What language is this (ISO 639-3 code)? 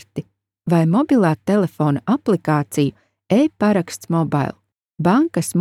lav